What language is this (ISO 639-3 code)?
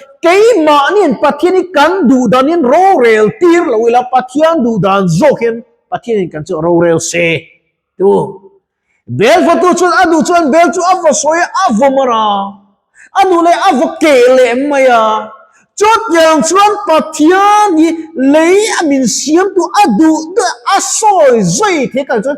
lus